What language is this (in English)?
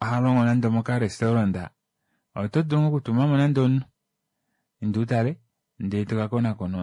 Kuanyama